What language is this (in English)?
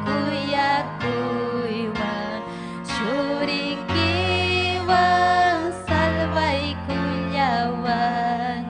Ayacucho Quechua